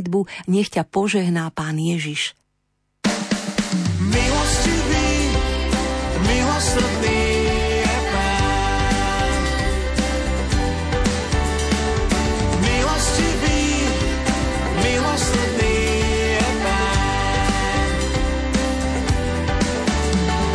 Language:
Slovak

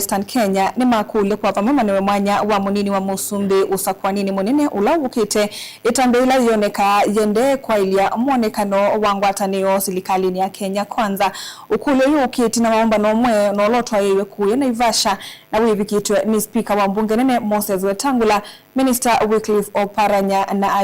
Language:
Kamba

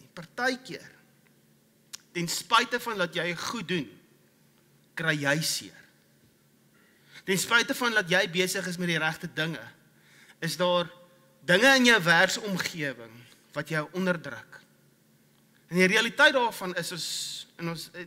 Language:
Afrikaans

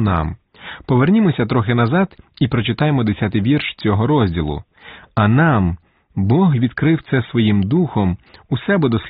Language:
Ukrainian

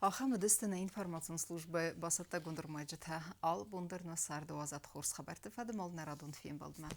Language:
Ossetic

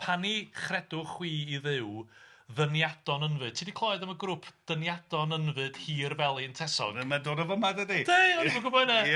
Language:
Welsh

